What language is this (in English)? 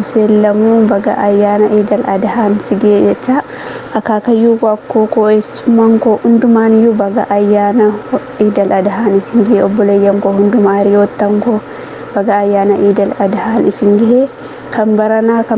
Oromo